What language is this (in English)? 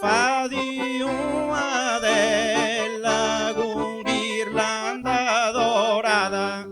Sardinian